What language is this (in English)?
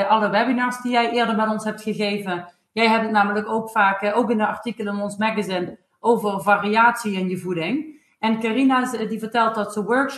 Dutch